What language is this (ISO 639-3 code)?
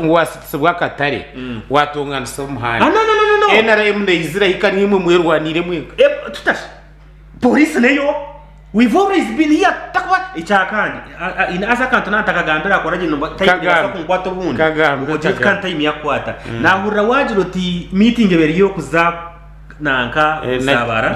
nyn